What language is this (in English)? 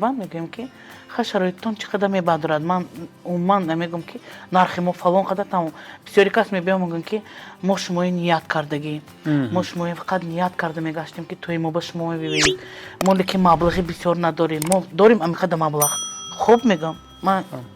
Tajik